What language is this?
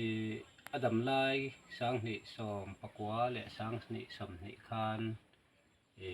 Mizo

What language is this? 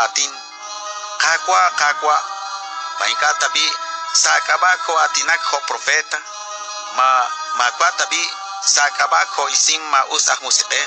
Kekchí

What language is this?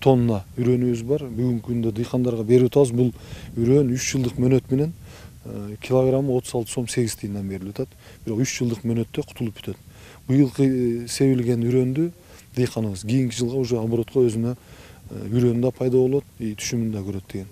Kyrgyz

